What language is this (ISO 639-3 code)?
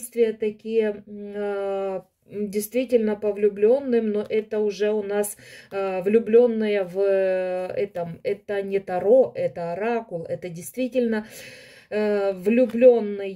rus